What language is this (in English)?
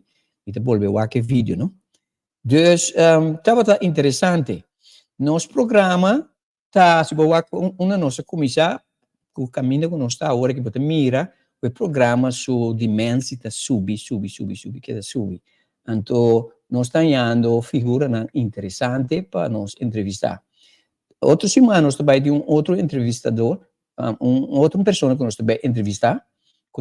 Papiamento